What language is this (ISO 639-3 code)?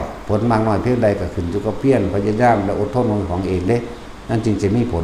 tts